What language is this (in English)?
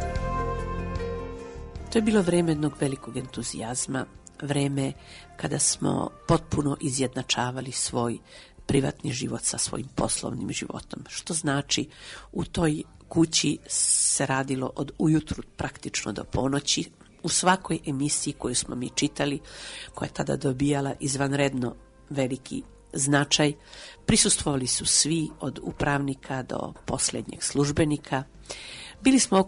Serbian